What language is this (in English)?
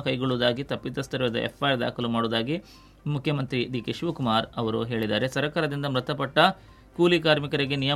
Kannada